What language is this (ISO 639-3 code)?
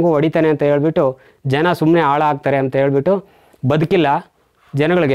kan